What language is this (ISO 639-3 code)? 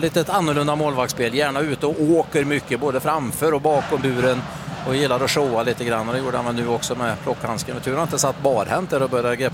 swe